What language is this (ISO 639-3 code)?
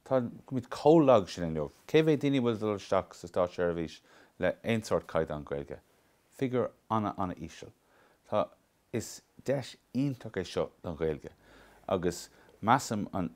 gle